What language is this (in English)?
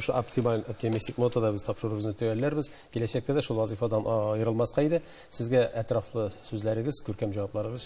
Tatar